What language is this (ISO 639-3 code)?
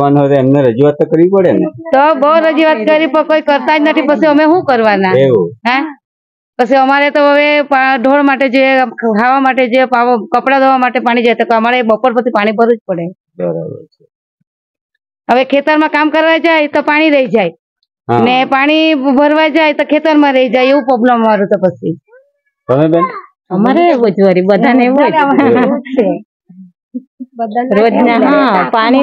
guj